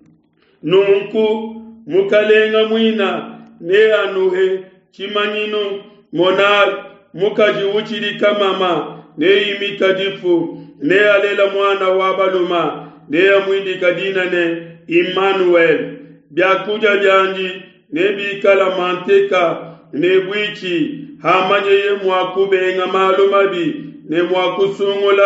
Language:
Luba-Lulua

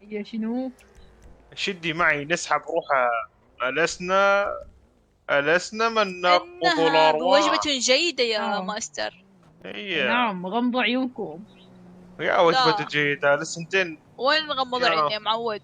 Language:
Mesopotamian Arabic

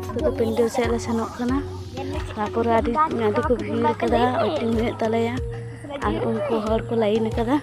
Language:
Santali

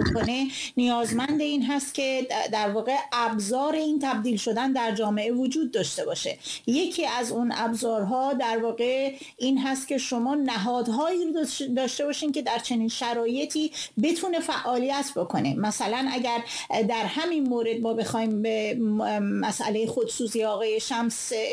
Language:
Persian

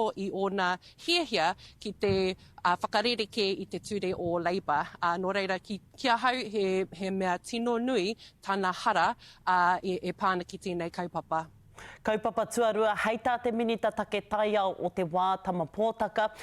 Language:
Māori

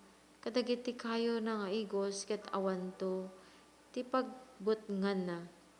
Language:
Iloko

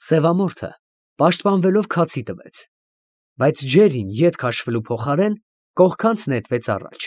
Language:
Armenian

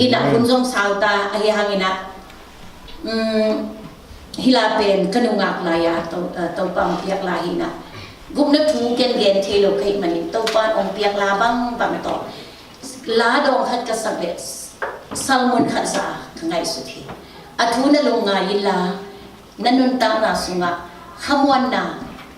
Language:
Tedim Chin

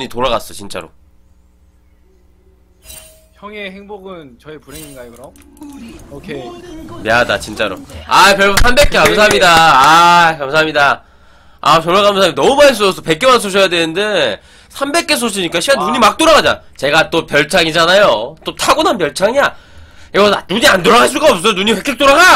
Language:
Korean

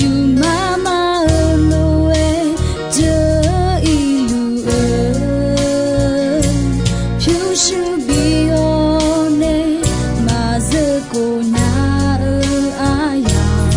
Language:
Akha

